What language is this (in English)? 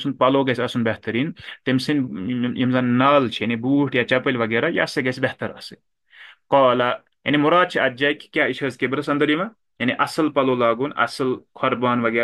Kashmiri